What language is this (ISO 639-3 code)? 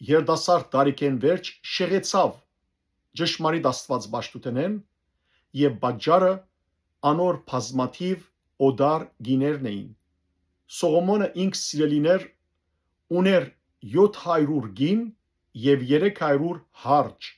hyw